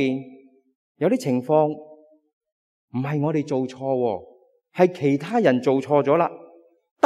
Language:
Cantonese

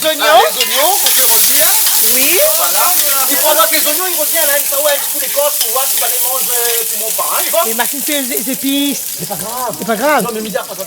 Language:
Réunion Creole French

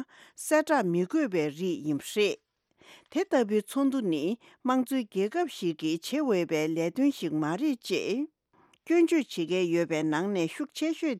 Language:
Tibetan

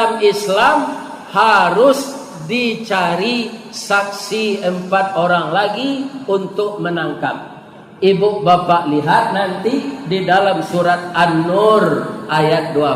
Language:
Minangkabau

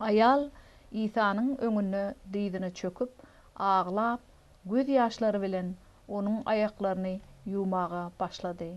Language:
Turkmen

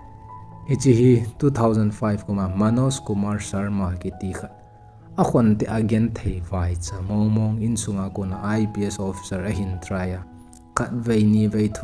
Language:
Thado Chin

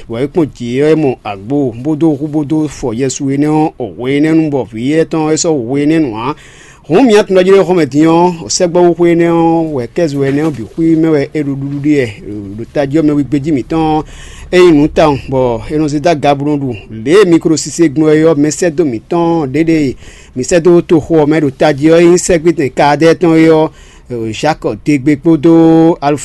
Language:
Fon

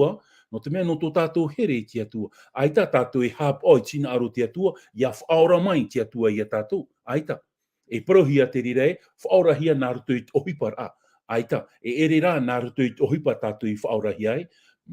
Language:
Tahitian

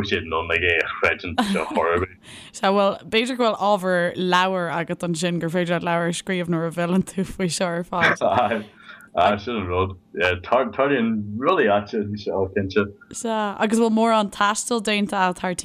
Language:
Irish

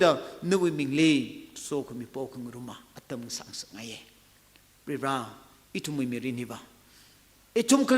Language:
Tangkhul Naga (India)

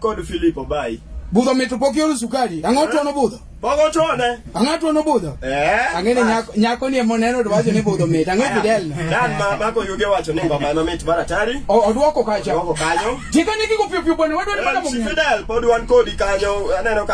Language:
Luo (Kenya and Tanzania)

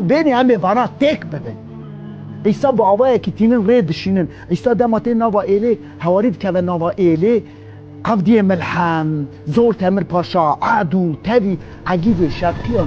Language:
Kurdish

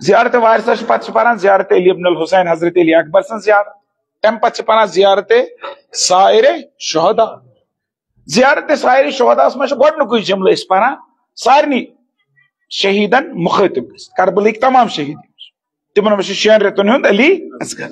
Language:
Kashmiri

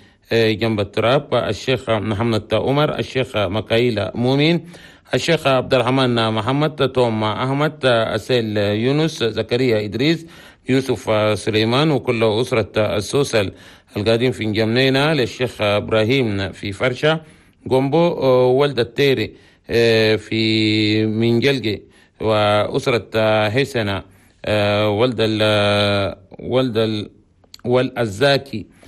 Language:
Chadian Arabic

